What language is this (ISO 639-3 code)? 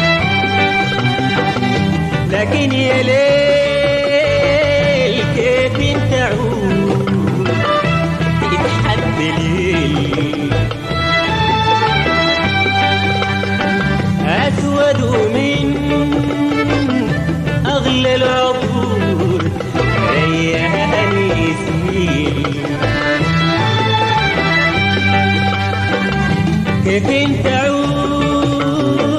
ara